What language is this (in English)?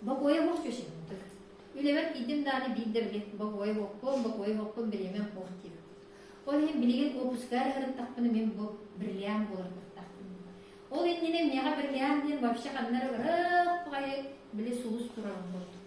Yakut